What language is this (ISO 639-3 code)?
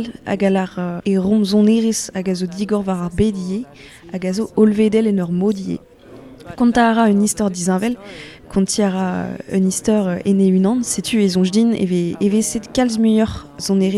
bre